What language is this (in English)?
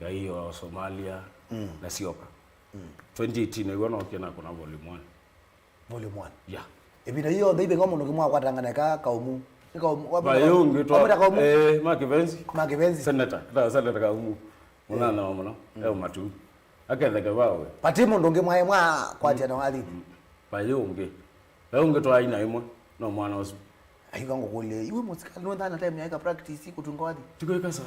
Kamba